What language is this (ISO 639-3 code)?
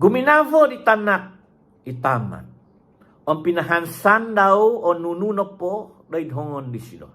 dtp